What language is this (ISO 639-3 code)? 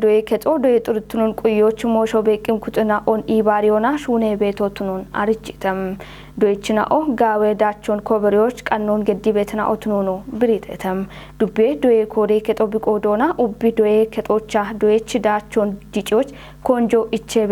kbr